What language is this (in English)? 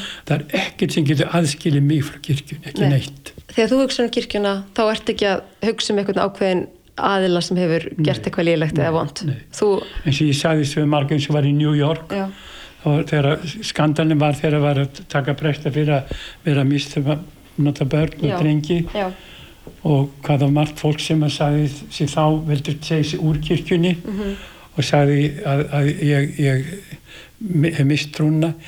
Icelandic